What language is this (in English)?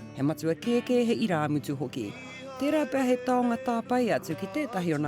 Māori